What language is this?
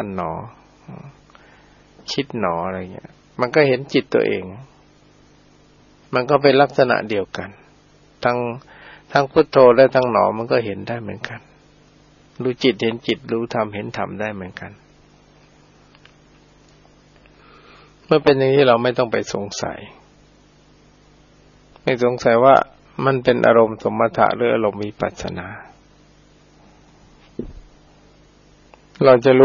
Thai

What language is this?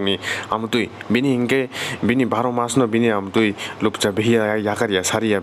Kok Borok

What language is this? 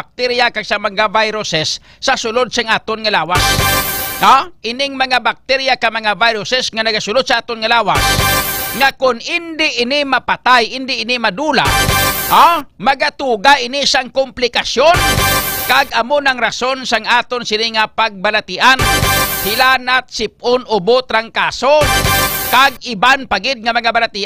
Hiligaynon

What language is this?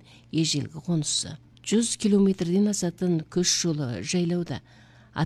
Kazakh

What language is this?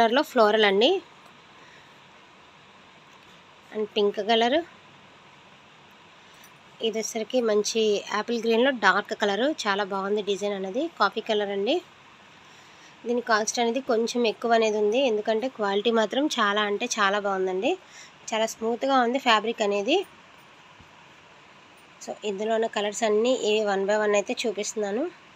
Telugu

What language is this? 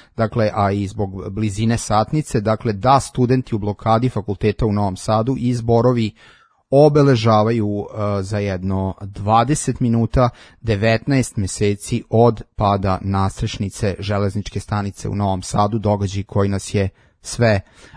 Serbian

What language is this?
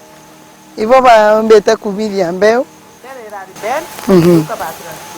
Meru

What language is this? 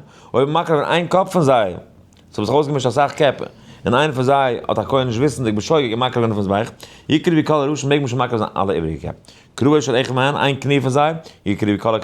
Yiddish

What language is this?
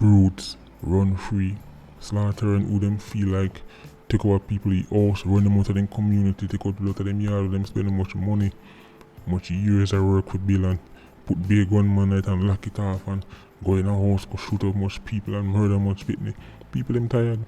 Jamaican Creole English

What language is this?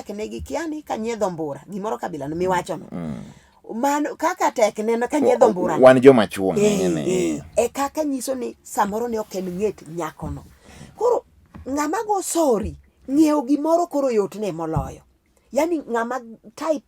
Luo (Kenya and Tanzania)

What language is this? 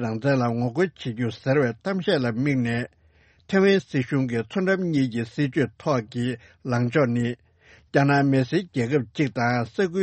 Tibetan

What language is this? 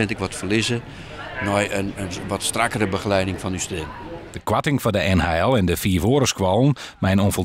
Western Frisian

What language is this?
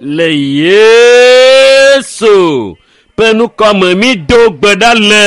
Ewe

